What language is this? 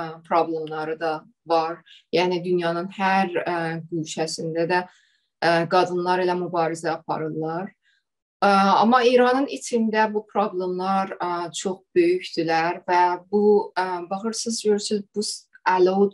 South Azerbaijani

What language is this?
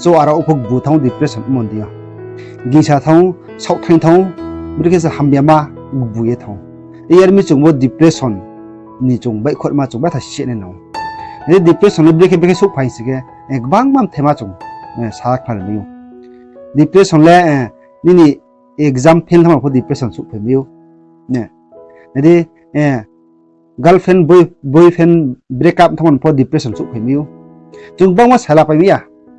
Riang (India)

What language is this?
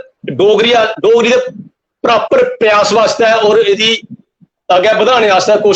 Dogri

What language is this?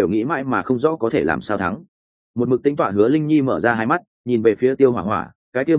Vietnamese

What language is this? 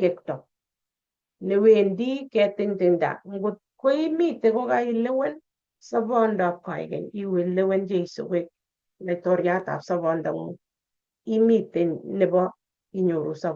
Kalenjin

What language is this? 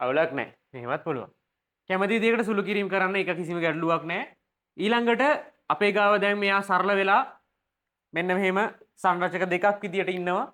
Sinhala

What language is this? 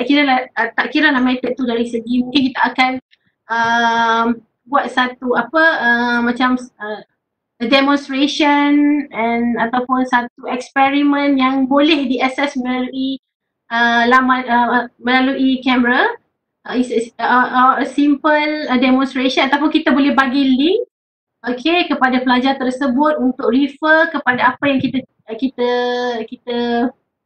Malay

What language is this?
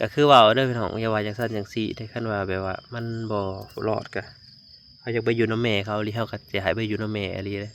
Lao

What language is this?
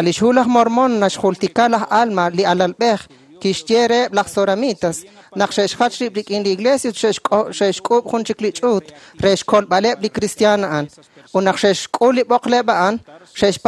Kekchí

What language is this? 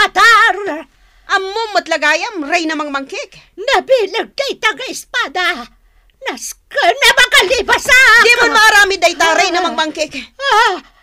Iloko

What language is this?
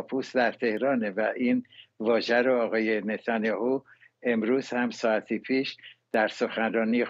Persian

